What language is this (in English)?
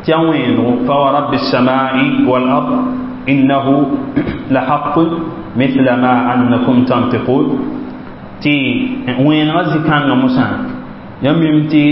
Mossi